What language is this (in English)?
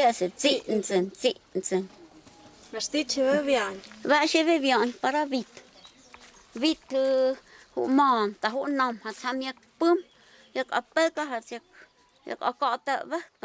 Totontepec Mixe